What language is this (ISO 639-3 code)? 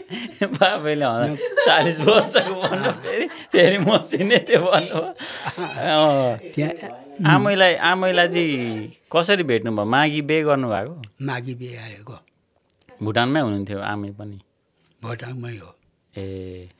nep